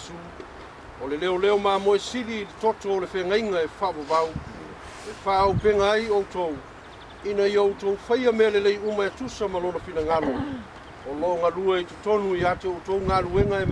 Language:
Samoan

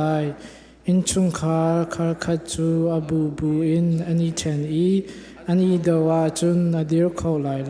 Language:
Hakha Chin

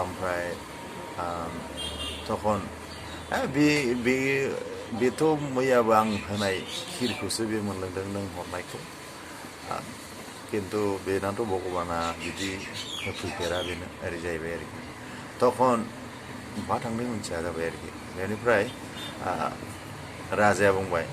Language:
Bodo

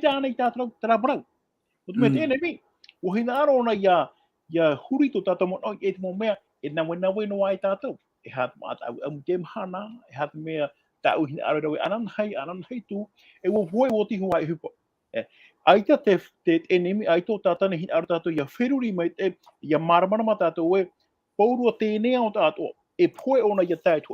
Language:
Tahitian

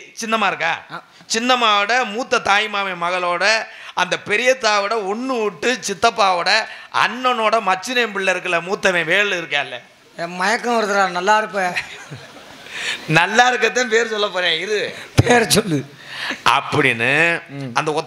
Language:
Tamil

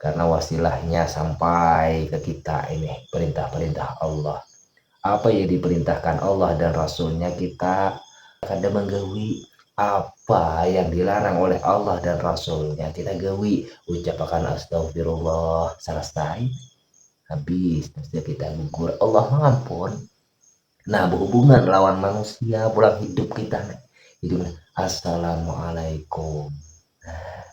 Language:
Banjar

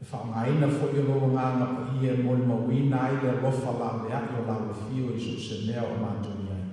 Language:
Samoan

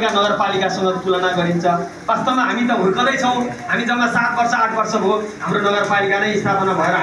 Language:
Nepali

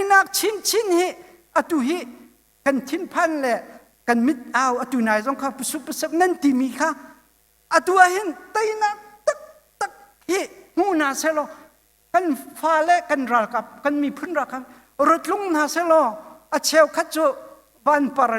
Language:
Hakha Chin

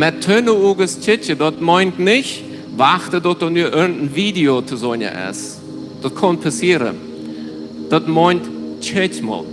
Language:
Plautdietsch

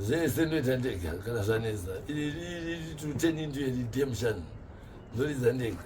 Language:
Shona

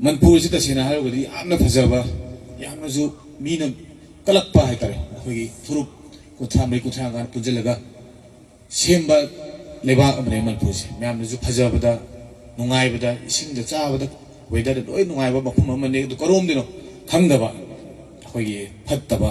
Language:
Manipuri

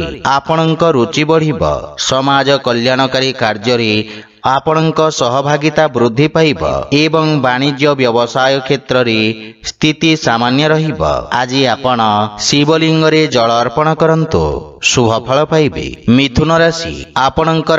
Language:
Odia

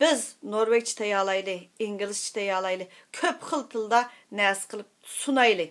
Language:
Uyghur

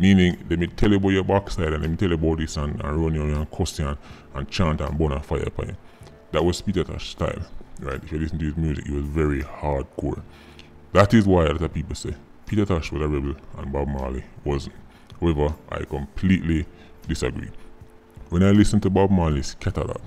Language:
Jamaican Creole English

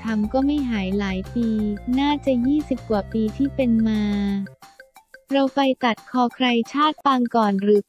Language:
Thai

